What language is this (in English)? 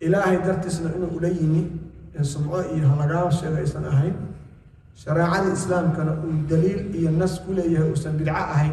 Somali